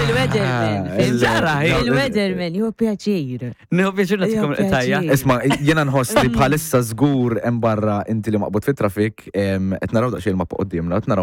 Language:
Maltese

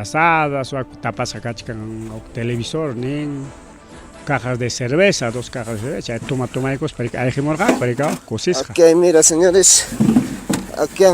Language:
Ayacucho Quechua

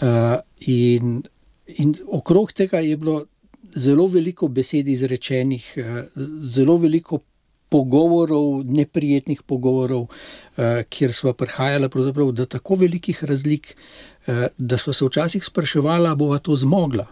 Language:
Slovenian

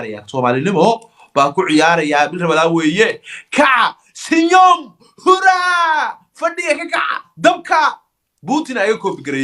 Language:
Somali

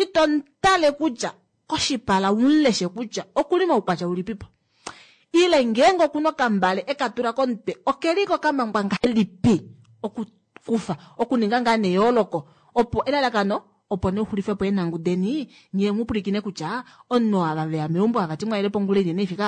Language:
Kuanyama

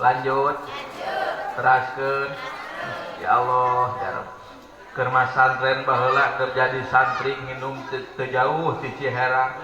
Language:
Sundanese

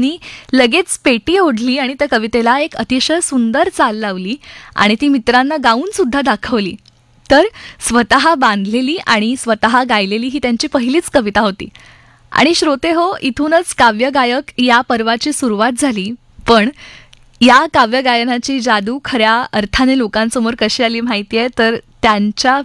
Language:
Marathi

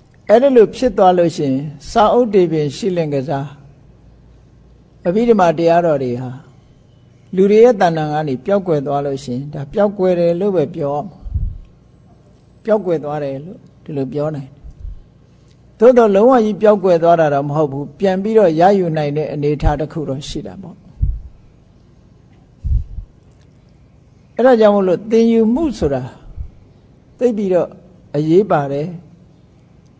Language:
Burmese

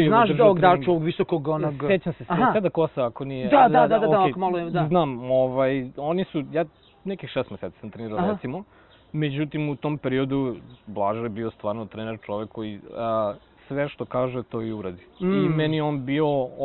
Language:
Serbian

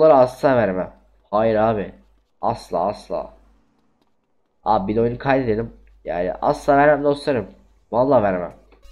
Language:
Turkish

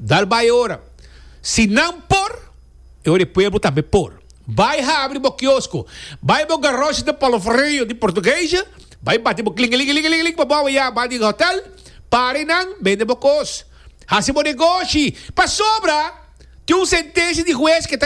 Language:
Papiamento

